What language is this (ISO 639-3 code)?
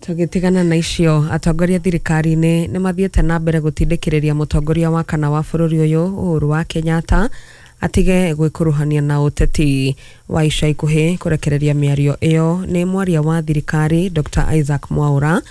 kik